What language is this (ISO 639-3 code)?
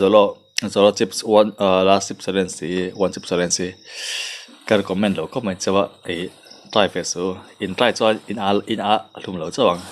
lus